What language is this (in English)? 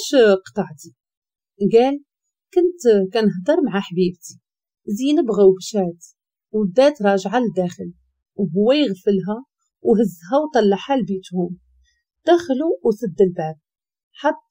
Moroccan Arabic